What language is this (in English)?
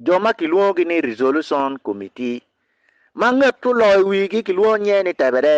Acoli